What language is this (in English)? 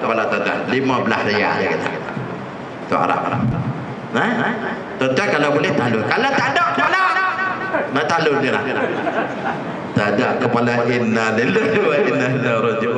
Malay